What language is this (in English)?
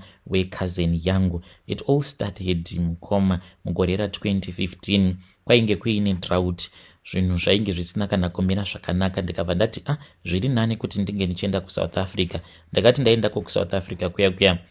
Shona